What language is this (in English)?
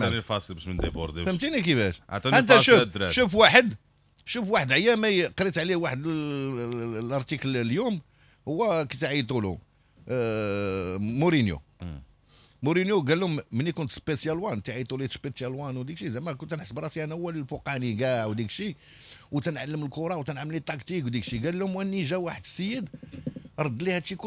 Moroccan Arabic